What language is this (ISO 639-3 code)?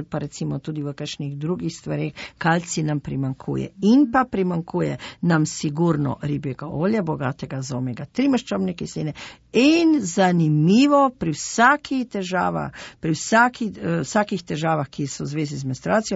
slv